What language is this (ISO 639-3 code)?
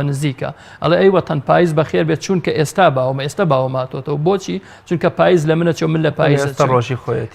ckb